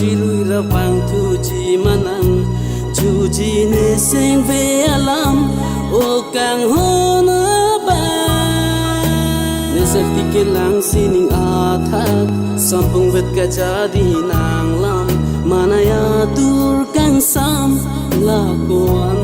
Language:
Karbi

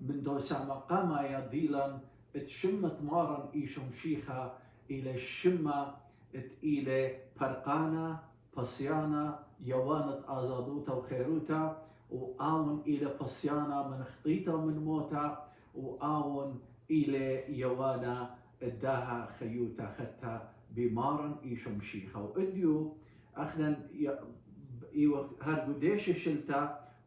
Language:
Assyrian Neo-Aramaic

